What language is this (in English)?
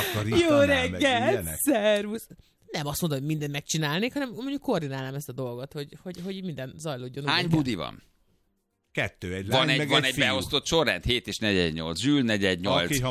Hungarian